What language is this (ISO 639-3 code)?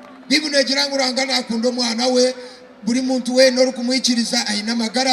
nyn